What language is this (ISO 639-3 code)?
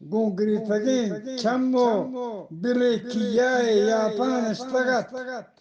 bgp